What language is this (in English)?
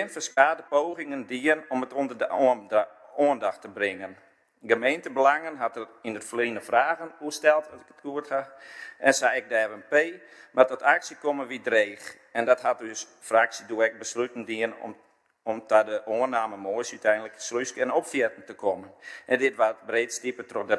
Western Frisian